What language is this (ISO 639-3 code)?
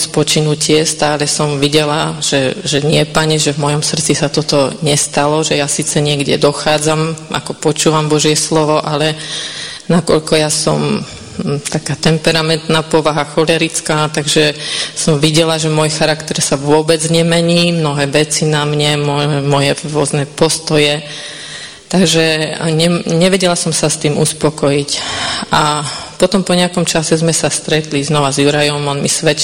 slk